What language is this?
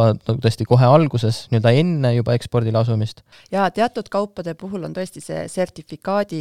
Estonian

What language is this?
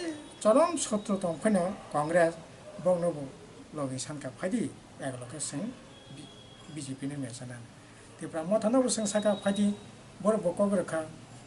Kok Borok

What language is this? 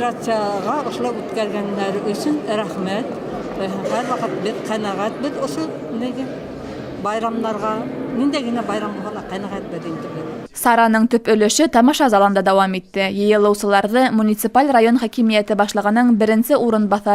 Bashkir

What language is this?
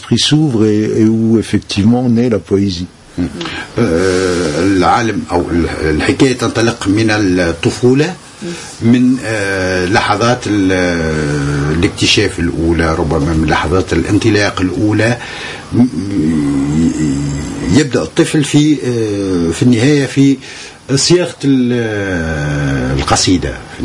Tunisian Arabic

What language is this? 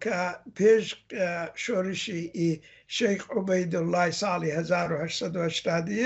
Central Kurdish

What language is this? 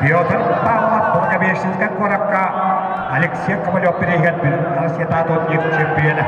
Yakut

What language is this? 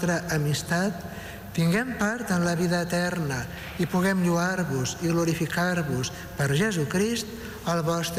Catalan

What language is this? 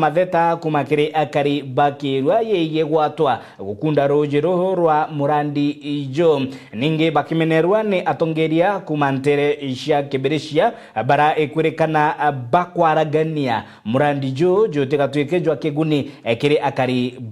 Meru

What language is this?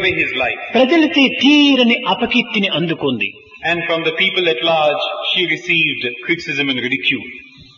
Telugu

